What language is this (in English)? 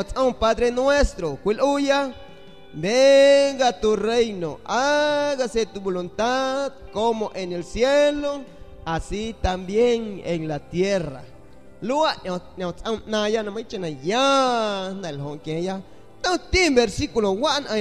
San Pedro Amuzgos Amuzgo